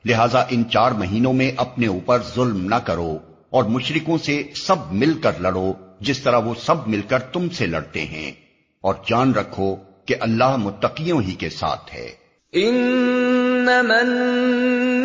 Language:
Urdu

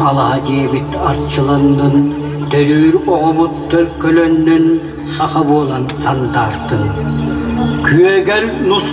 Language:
Yakut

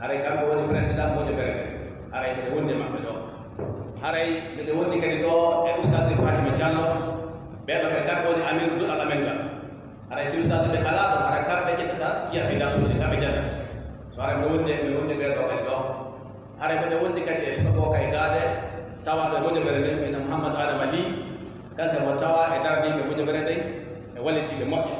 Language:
Fula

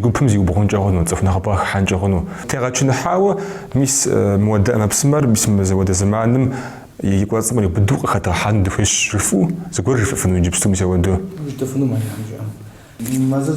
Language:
Kabardian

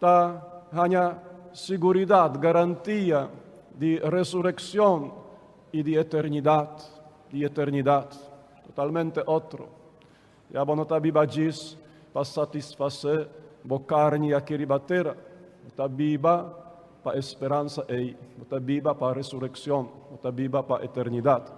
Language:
Papiamento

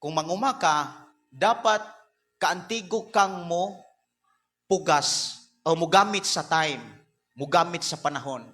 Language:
Cebuano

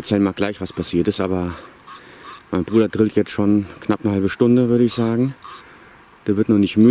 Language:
German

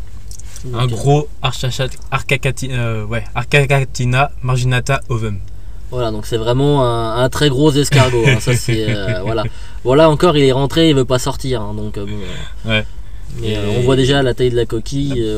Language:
French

